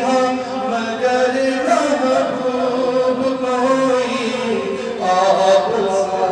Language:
Kashmiri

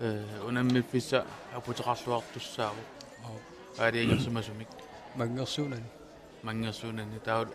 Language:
Kalaallisut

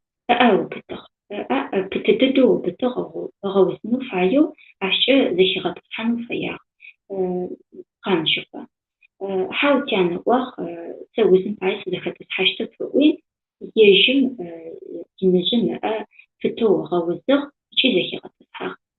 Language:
Adyghe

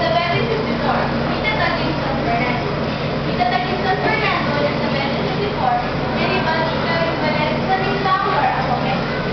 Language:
Pampanga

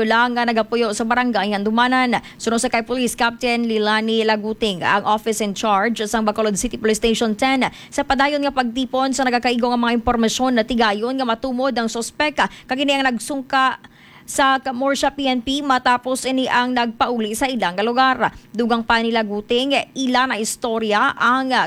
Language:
Hiligaynon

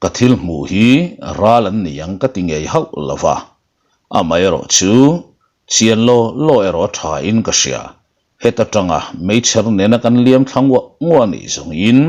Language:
Mizo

